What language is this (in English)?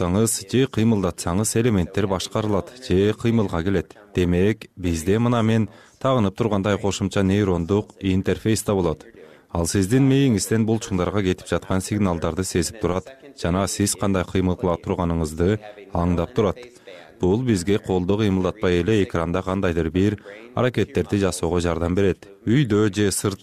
Kyrgyz